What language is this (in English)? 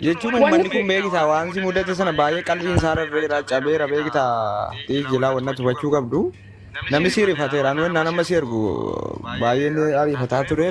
Oromo